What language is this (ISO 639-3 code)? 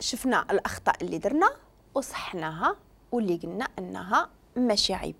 ary